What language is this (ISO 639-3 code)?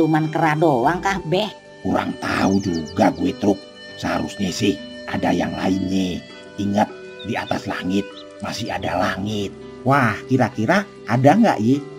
bew